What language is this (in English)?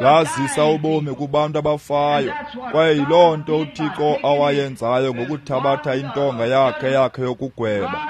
Xhosa